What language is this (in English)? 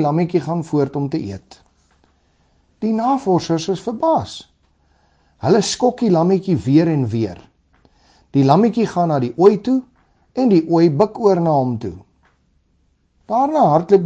Afrikaans